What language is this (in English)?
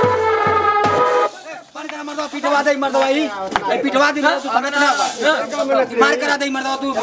Bhojpuri